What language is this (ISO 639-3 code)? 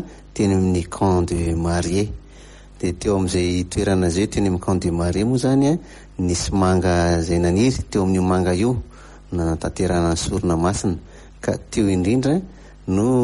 mlg